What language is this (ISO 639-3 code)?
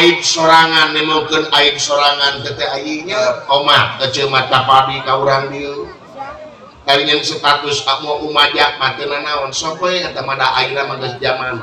sun